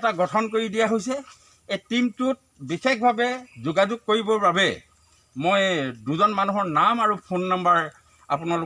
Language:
Assamese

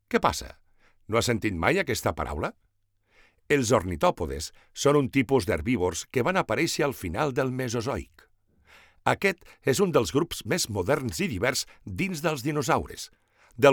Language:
Catalan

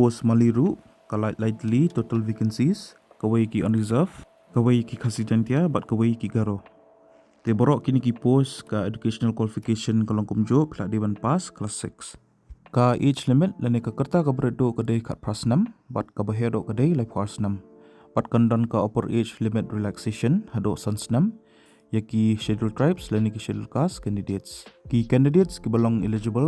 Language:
Khasi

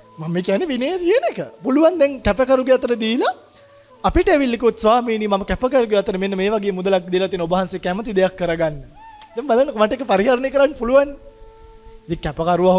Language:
Sinhala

